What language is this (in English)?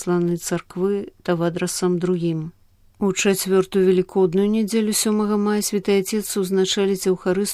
Belarusian